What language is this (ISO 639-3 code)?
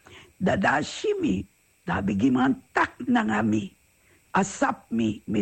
srn